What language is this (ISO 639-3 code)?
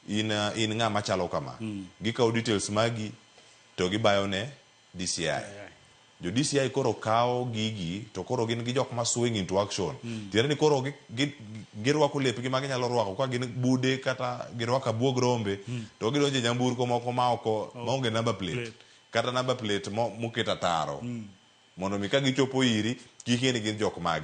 luo